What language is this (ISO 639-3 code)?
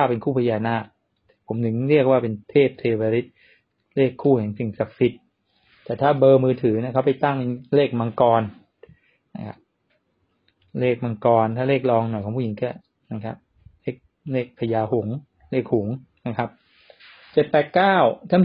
tha